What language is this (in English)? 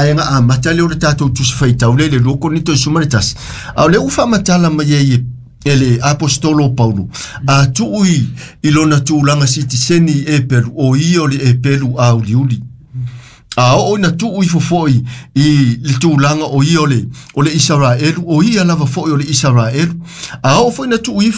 Samoan